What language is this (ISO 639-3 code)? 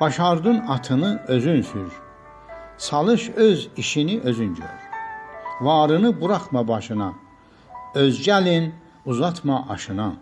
azb